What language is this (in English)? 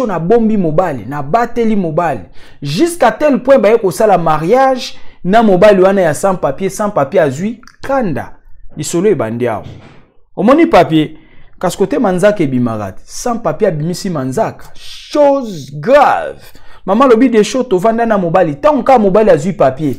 Lingala